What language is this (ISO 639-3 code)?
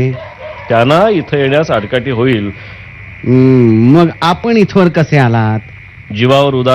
mar